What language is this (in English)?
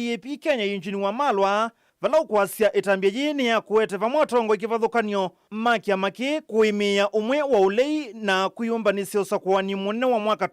Kamba